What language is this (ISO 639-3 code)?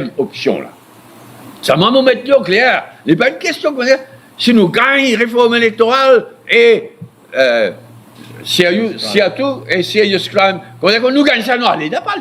mfe